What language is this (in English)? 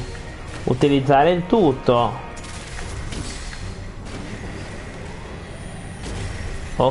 Italian